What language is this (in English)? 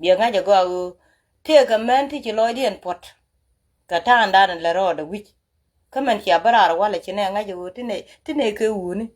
Nuer